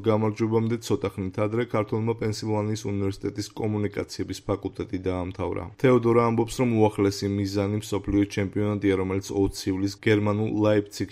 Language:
Georgian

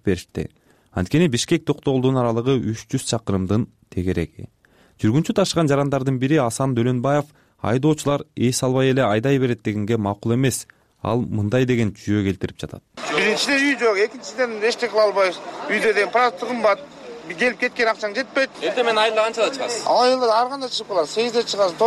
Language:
Kyrgyz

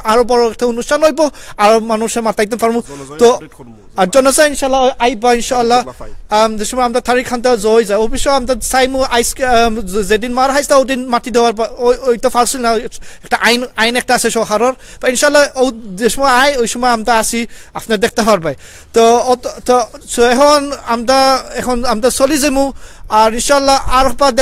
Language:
Sylheti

